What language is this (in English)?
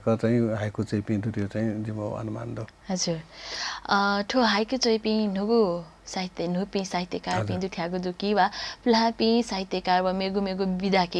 Newari